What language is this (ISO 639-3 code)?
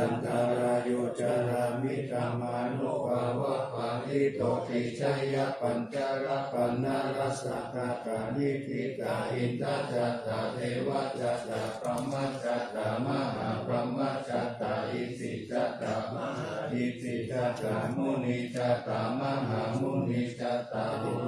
pli